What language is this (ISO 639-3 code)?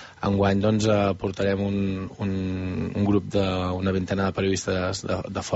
cat